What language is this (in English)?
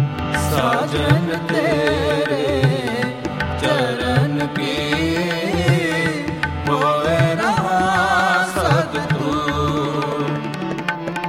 Punjabi